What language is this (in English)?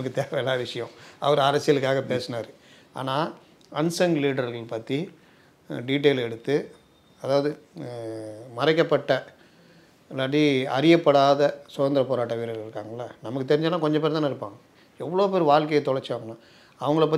Tamil